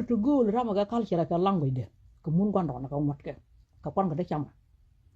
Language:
Nuer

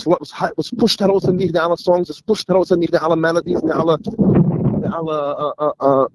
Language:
Yiddish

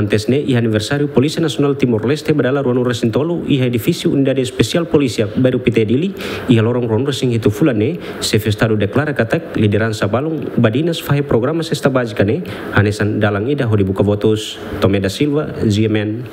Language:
Tetum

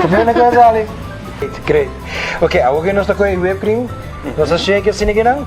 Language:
Papiamento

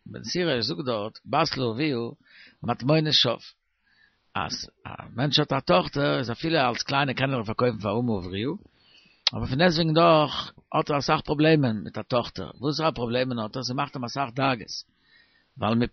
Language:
Yiddish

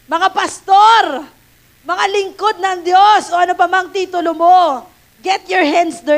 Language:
Filipino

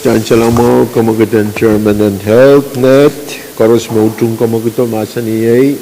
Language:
Pohnpeian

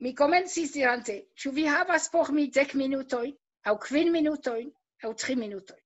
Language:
Esperanto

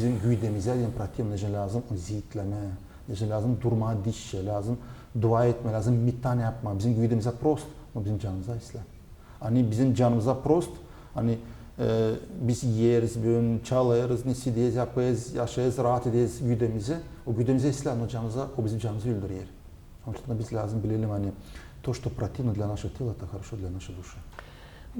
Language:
Gagauz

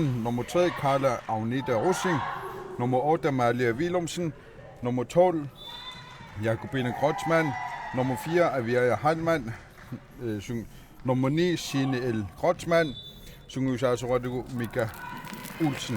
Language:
Kalaallisut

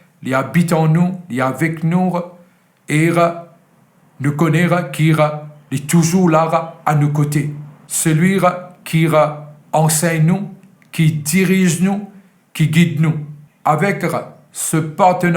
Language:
Morisyen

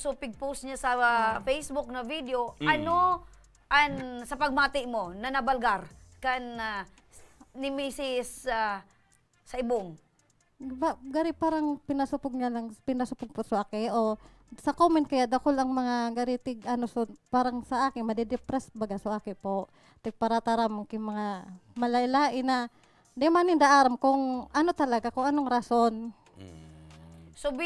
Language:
Bikol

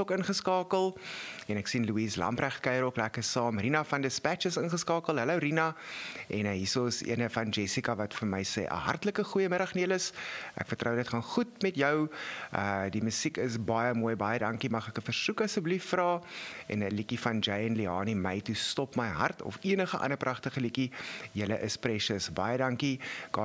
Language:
Afrikaans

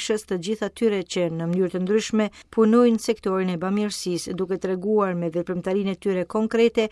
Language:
Albanian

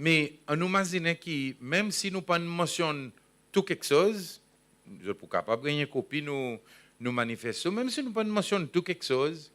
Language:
Seselwa Creole French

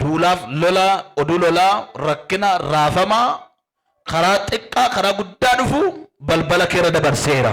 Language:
Oromo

